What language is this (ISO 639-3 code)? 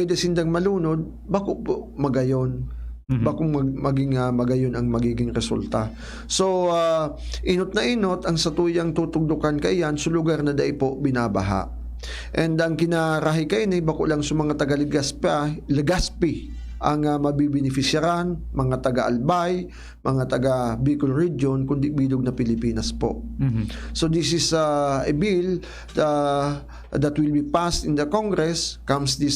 bik